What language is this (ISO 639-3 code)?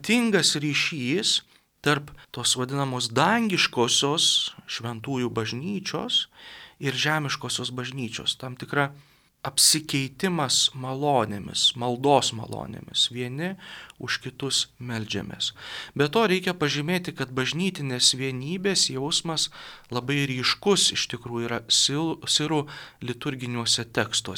lit